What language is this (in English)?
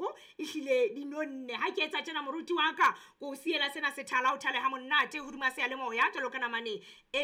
Southern Sotho